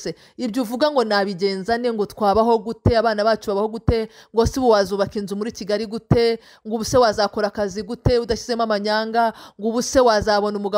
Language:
Kinyarwanda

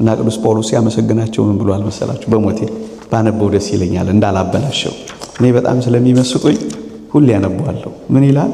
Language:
Amharic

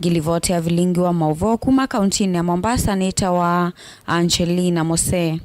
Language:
Kamba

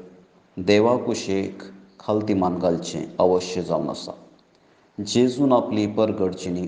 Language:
Konkani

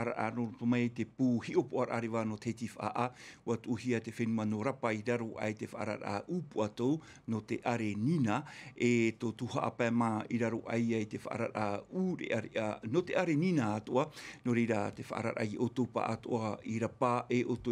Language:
Tahitian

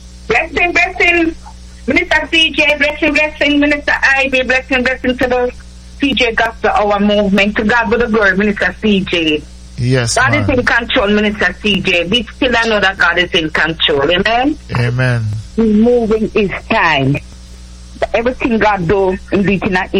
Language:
English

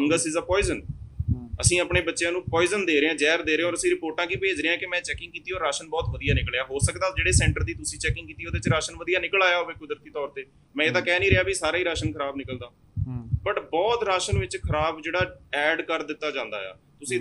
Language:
Punjabi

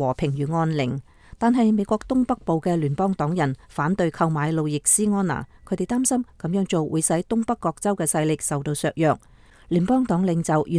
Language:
Cantonese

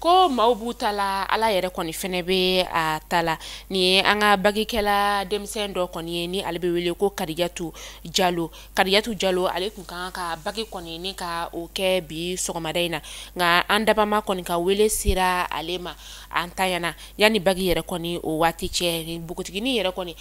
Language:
Bambara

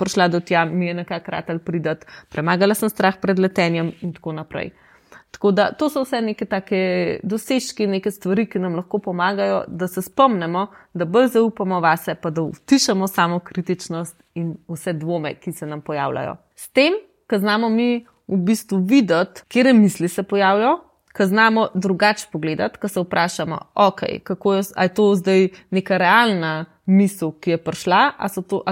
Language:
Slovenian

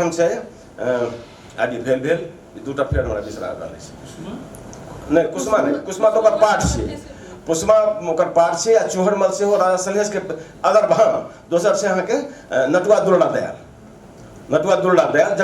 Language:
Maithili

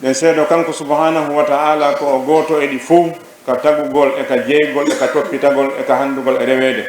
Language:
Fula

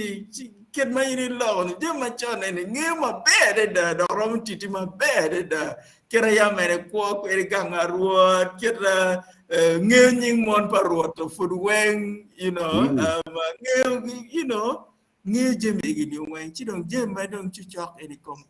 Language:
Acoli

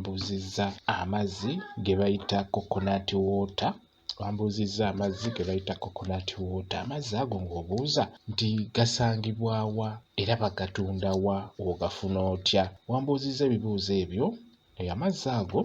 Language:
Ganda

